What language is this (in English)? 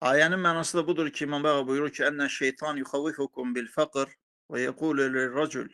Azerbaijani